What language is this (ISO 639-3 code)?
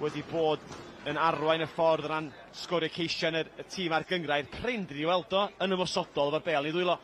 cym